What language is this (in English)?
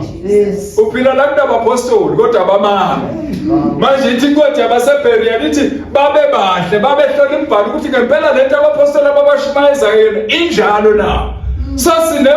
Zulu